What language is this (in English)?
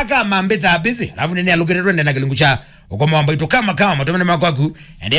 Kamba